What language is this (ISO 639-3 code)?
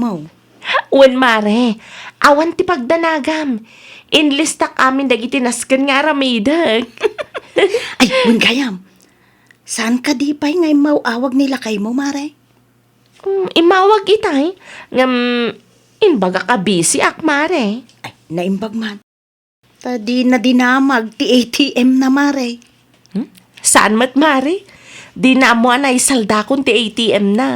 ilo